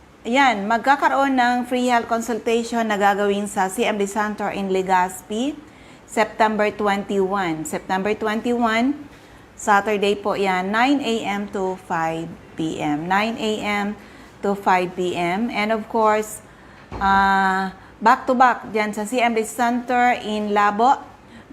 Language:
Bikol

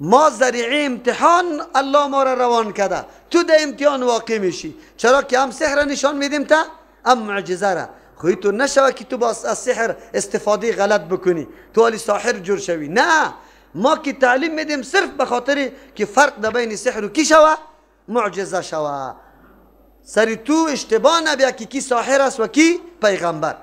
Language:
Persian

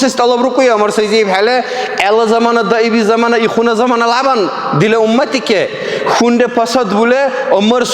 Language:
Dargwa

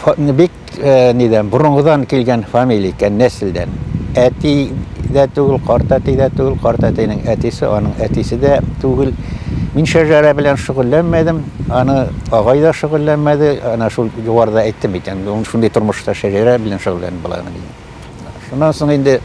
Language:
Bashkir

